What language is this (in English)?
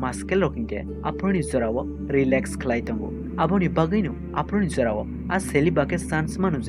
Kok Borok